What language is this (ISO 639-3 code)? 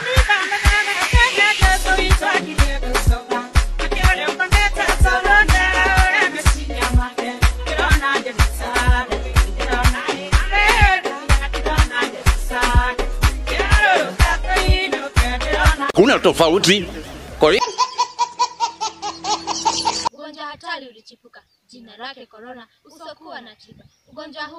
swa